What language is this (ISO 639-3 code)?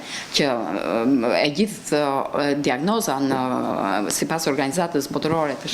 sqi